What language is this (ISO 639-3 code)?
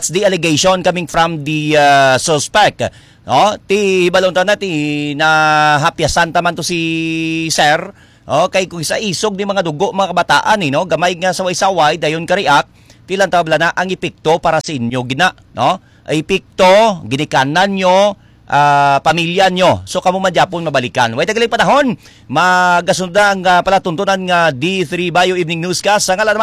hil